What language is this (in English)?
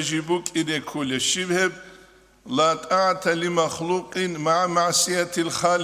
Avaric